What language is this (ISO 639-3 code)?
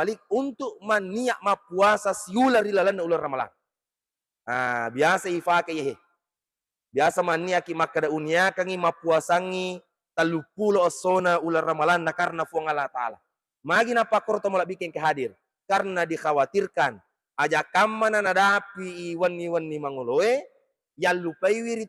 bug